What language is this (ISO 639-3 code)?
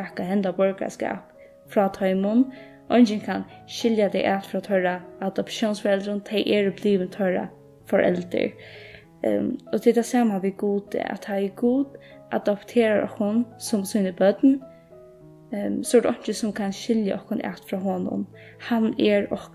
fao